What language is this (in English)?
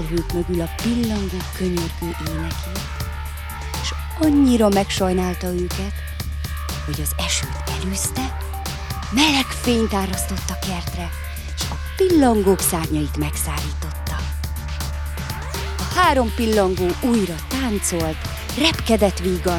Hungarian